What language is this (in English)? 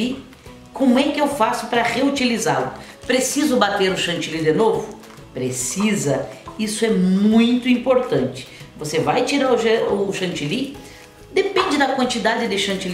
Portuguese